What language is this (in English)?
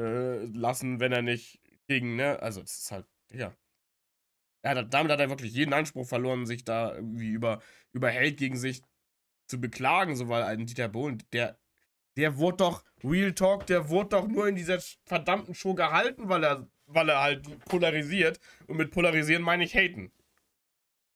German